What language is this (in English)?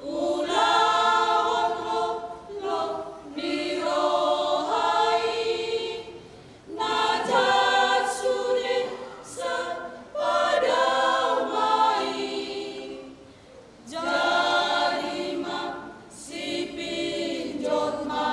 Batak Toba